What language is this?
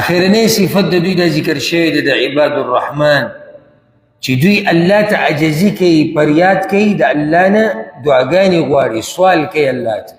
Pashto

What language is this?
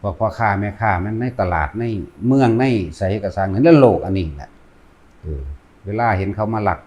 Northeastern Thai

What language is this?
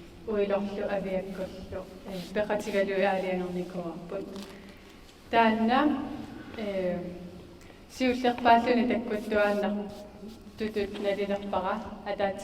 Kalaallisut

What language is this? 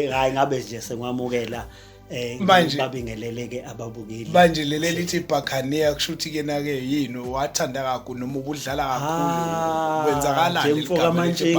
Zulu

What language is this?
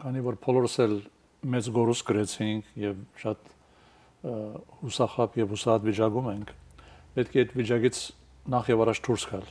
Armenian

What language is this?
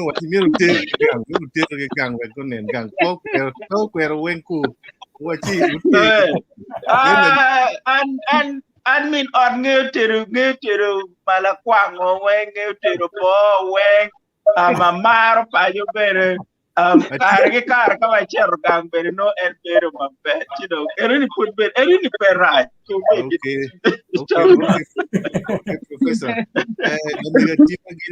Acoli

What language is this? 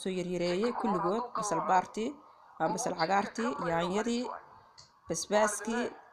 Somali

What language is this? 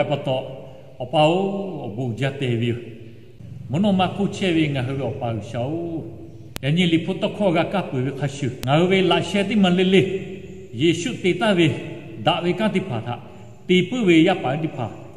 Lahu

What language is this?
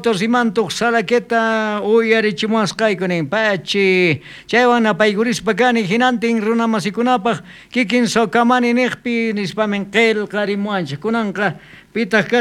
South Bolivian Quechua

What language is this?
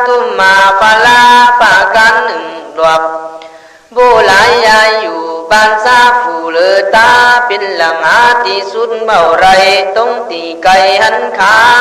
Khün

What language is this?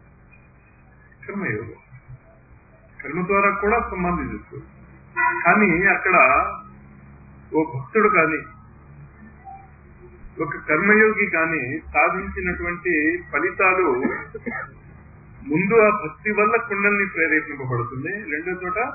Telugu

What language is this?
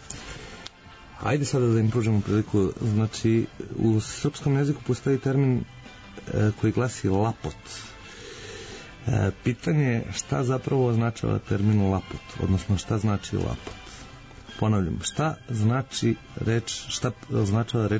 Serbian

